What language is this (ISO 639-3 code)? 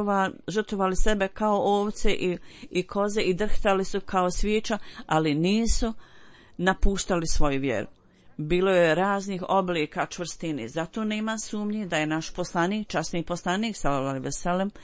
bos